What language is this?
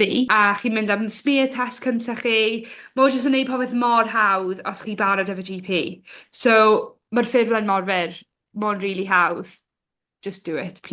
Welsh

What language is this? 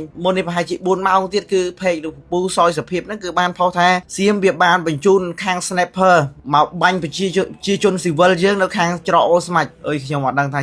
Khmer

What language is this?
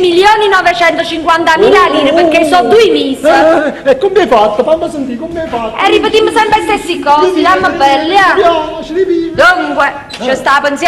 Neapolitan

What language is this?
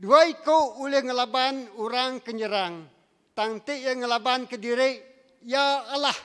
Iban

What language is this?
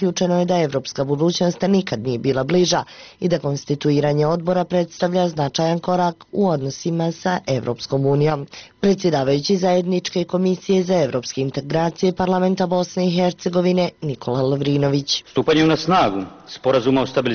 Bosnian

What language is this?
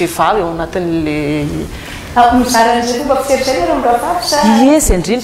Malagasy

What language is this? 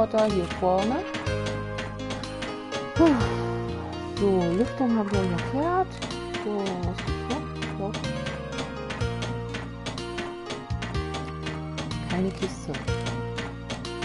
German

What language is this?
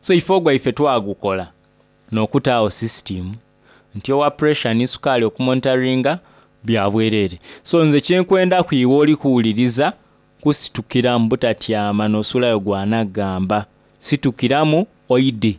Soga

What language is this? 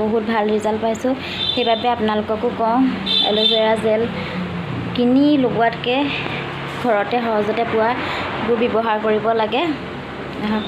Assamese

